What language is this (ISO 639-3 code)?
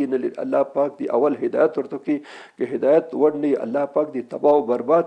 pus